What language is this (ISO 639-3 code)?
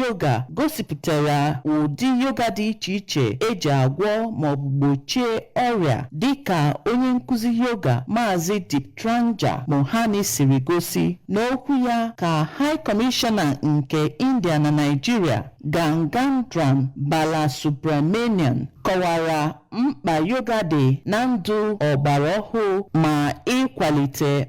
ibo